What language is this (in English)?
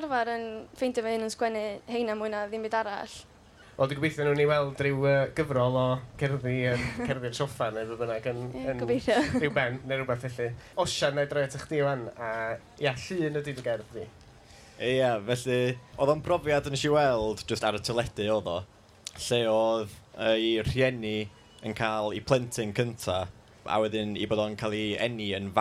Welsh